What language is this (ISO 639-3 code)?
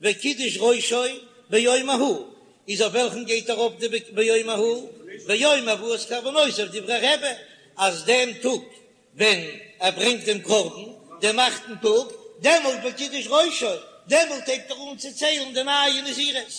yid